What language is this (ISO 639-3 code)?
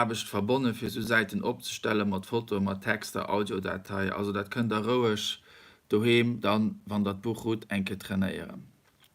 ltz